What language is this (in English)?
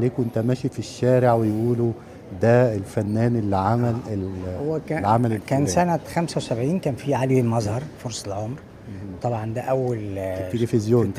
Egyptian Arabic